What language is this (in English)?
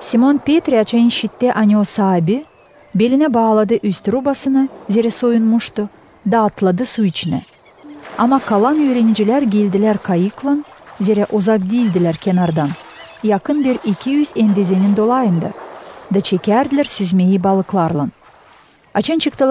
Gagauz